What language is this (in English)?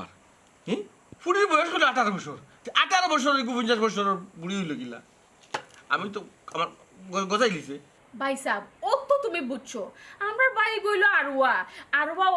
Sylheti